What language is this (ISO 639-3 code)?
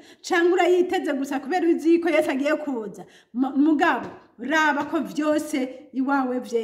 run